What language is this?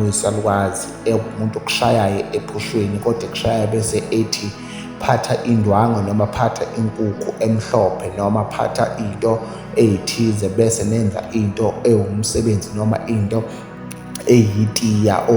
Zulu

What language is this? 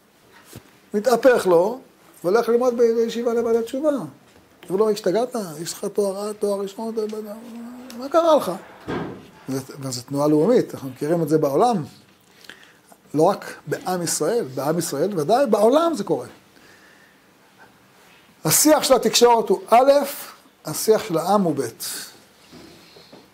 Hebrew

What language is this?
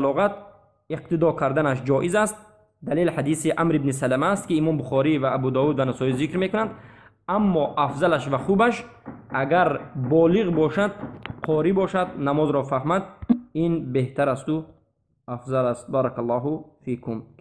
Tajik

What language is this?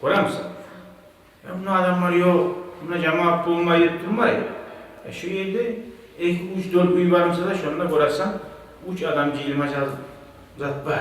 Kumyk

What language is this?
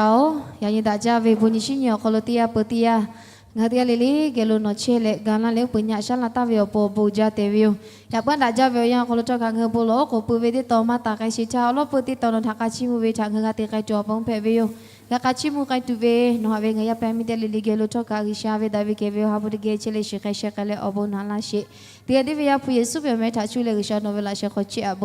Lahu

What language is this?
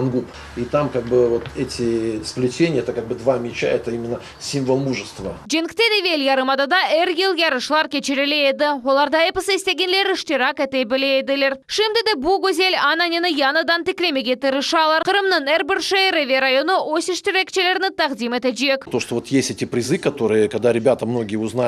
Crimean Tatar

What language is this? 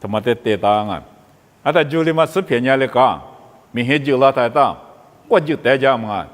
Lisu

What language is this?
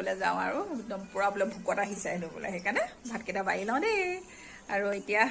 Assamese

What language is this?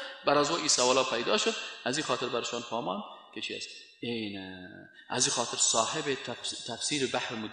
Persian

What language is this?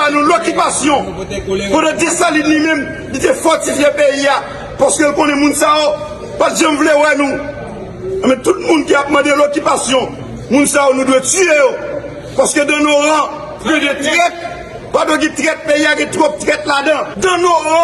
Haitian Creole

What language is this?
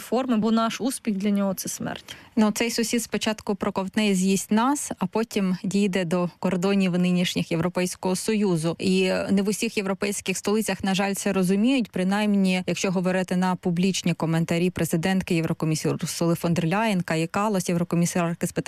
Ukrainian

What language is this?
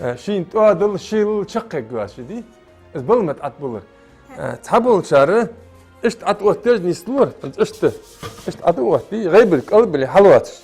Ingush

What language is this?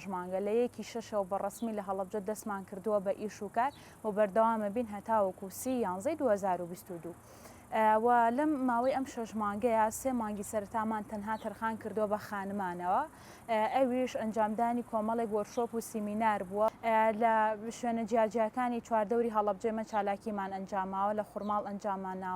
Central Kurdish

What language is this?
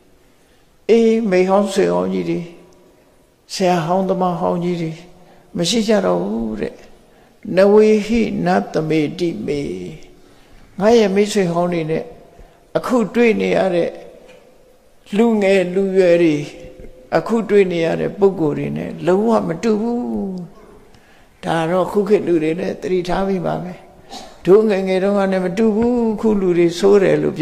Burmese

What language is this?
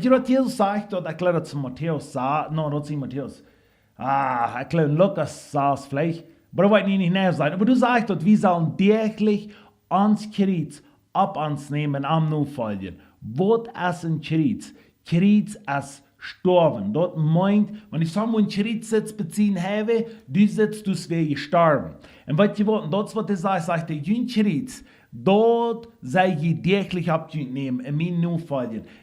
Plautdietsch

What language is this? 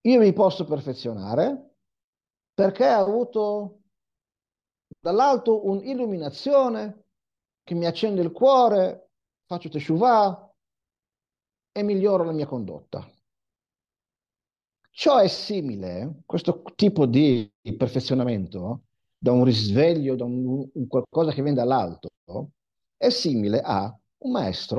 Italian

